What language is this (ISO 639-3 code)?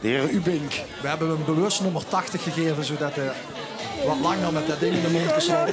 lim